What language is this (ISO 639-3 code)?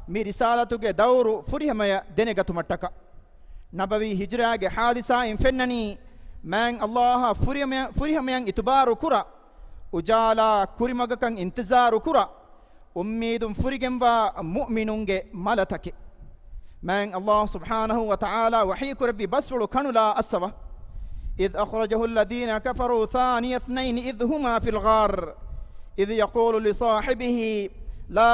div